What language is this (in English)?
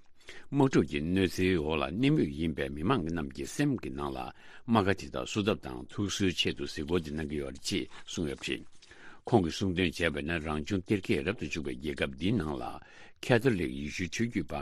Tibetan